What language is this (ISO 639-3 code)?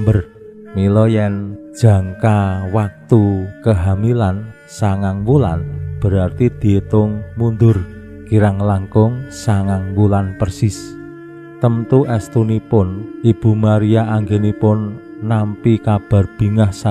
jav